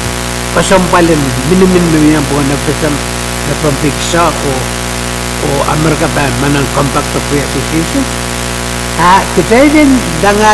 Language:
Pohnpeian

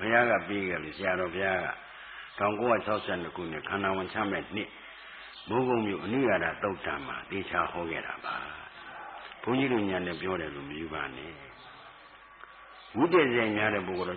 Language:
Burmese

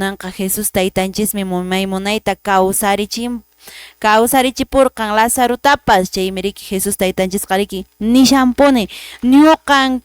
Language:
Quechua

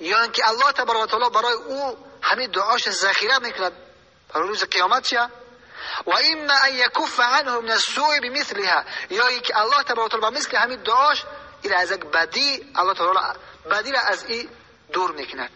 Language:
Tajik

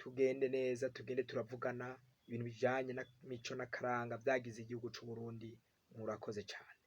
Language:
Rundi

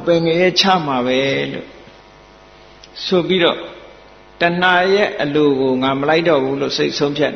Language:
Burmese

